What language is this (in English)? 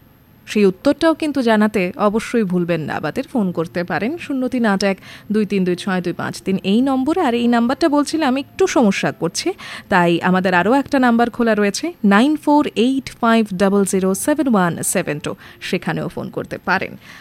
Bangla